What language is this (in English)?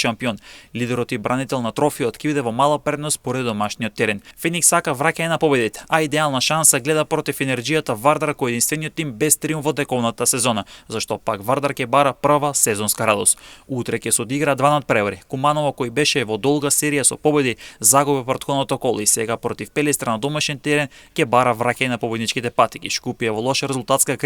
Macedonian